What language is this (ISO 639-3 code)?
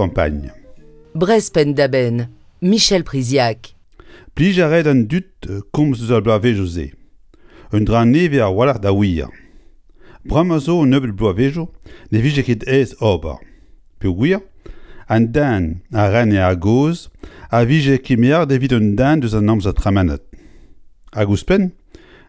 bre